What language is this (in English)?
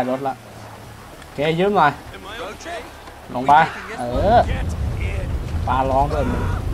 Thai